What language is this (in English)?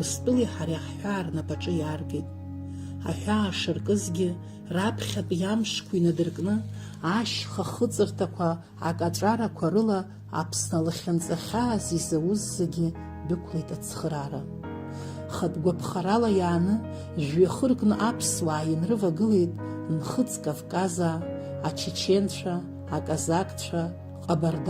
Abkhazian